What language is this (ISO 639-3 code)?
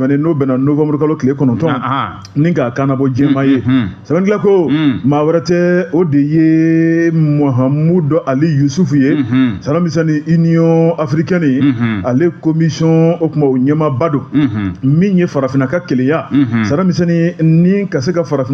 bam